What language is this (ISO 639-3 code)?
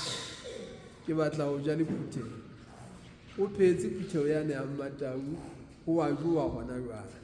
sot